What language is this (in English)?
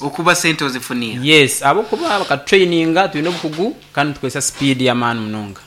Nyankole